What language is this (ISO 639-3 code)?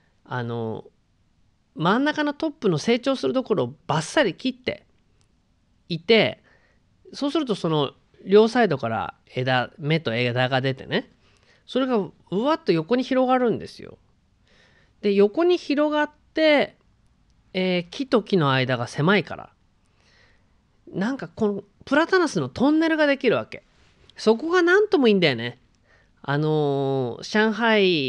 jpn